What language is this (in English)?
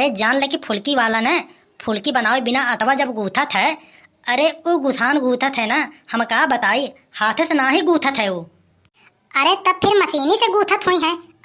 Awadhi